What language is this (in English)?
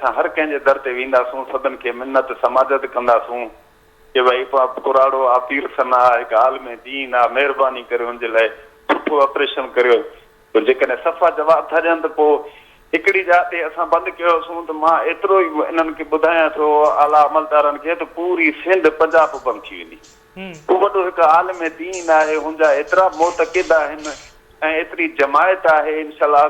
Sindhi